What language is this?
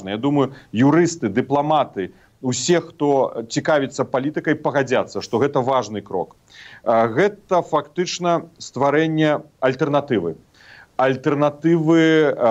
Belarusian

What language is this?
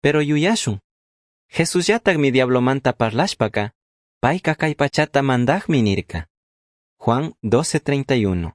Chimborazo Highland Quichua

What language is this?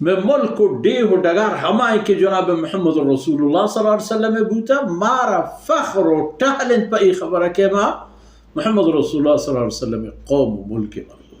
Baluchi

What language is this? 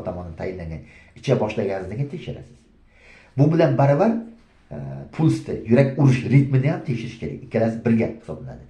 Uzbek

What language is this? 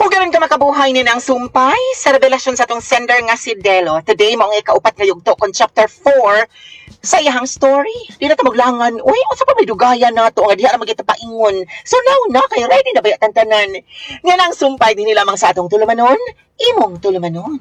Cebuano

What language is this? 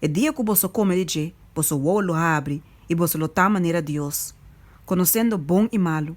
Papiamento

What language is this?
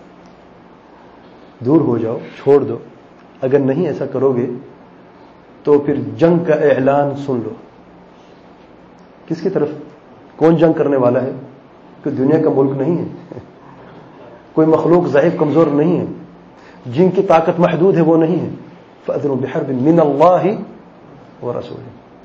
Urdu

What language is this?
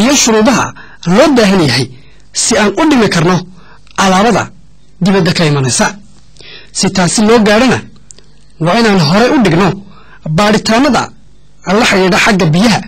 Somali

